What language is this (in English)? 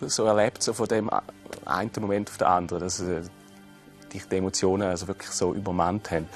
Swiss German